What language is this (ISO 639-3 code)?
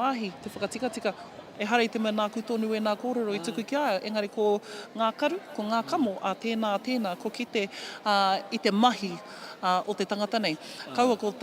mri